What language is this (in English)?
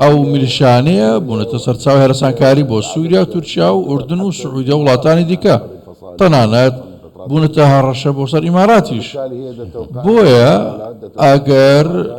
Central Kurdish